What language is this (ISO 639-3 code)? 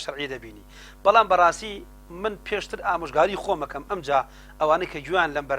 ckb